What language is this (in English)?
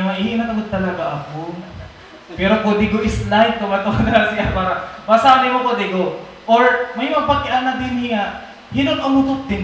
Waray